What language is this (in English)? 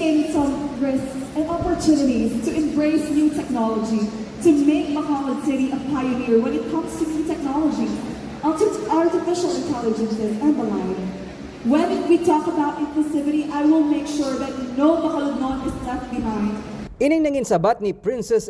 Hiligaynon